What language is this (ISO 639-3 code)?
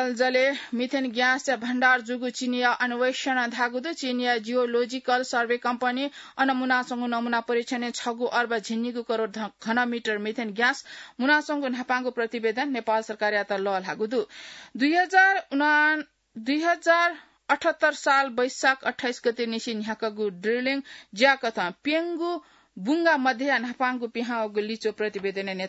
new